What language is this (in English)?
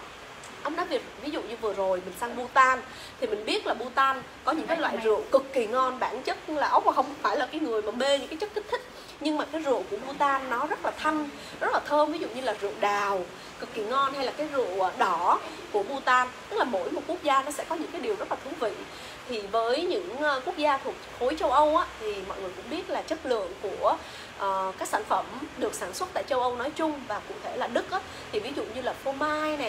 Vietnamese